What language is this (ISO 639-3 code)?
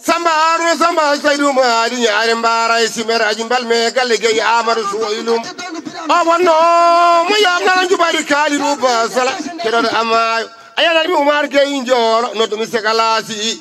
ful